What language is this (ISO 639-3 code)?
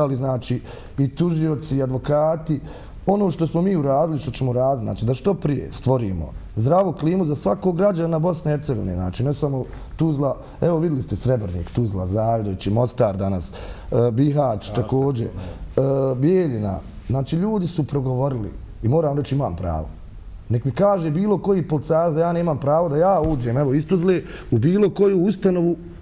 bos